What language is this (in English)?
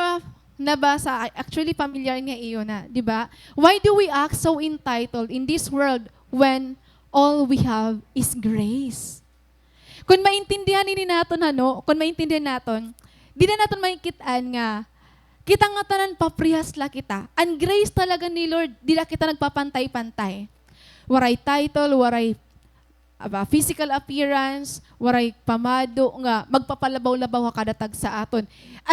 Waray